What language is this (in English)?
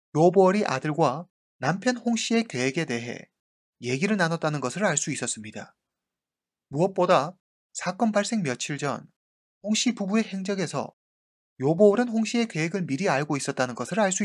Korean